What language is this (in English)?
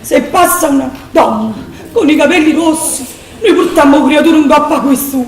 Neapolitan